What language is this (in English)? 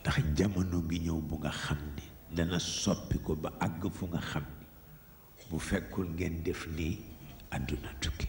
Wolof